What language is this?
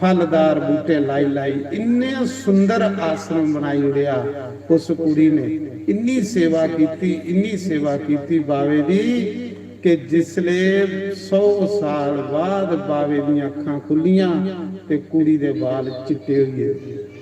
Dogri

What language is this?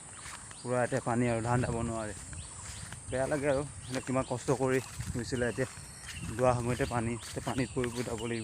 Assamese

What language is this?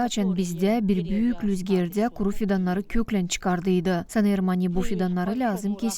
Gagauz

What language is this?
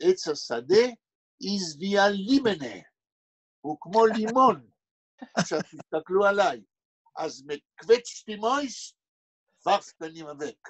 Yiddish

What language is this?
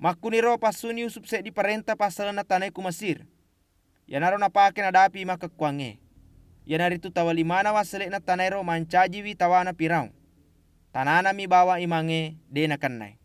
Buginese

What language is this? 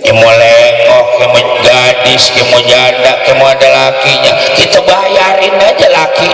Betawi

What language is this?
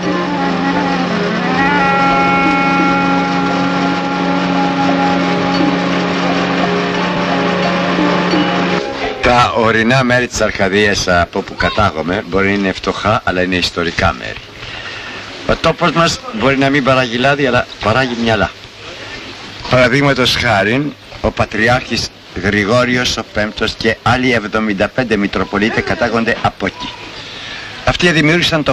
Greek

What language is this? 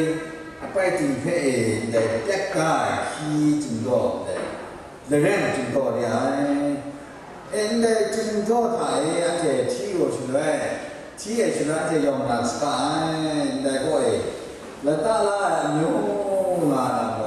Kachin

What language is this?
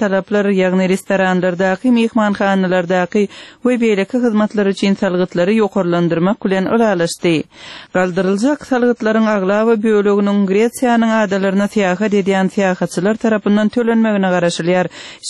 Turkmen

